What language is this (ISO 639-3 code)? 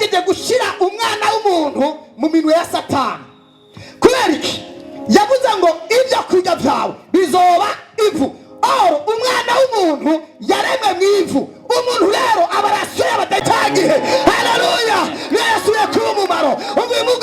run